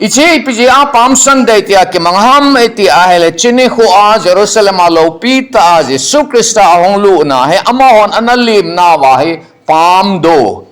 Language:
Thado Chin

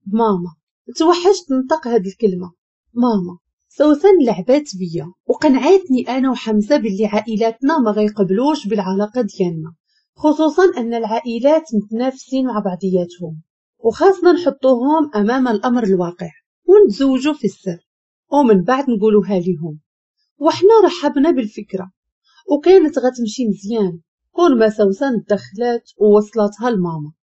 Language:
Moroccan Arabic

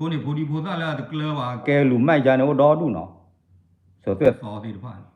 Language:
S'gaw Karen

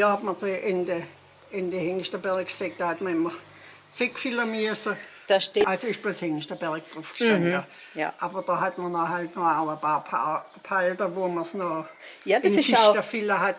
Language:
Swabian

